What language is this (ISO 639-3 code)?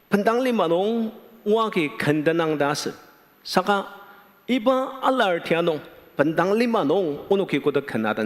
njo